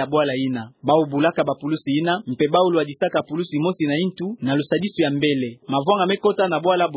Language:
Kituba (Democratic Republic of Congo)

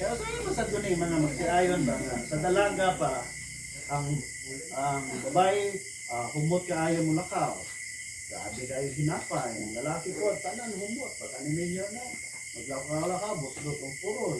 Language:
Cebuano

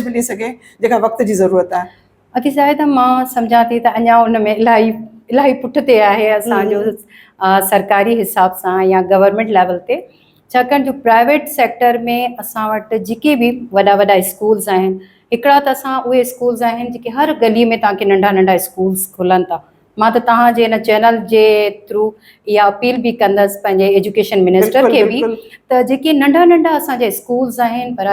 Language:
Sindhi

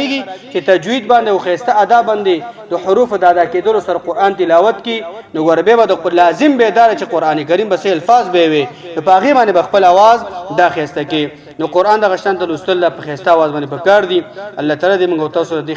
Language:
Pashto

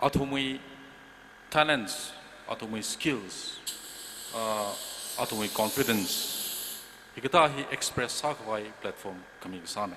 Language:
Tangkhul Naga (India)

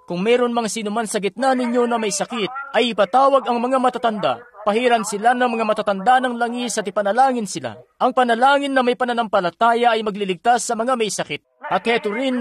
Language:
Filipino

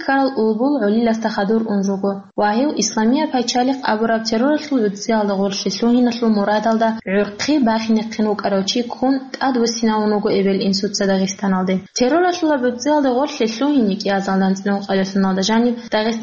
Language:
Avaric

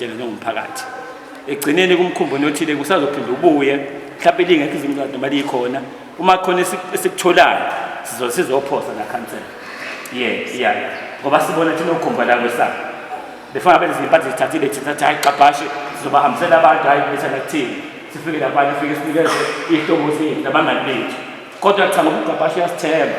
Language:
Zulu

